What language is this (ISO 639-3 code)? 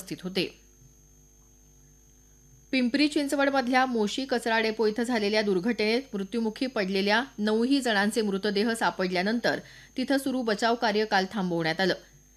mar